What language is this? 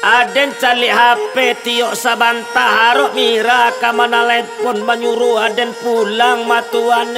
Minangkabau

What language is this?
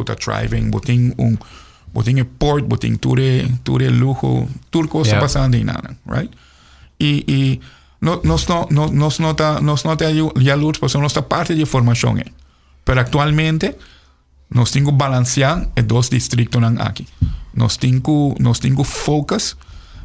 Papiamento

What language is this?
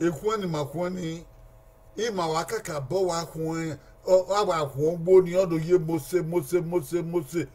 Bini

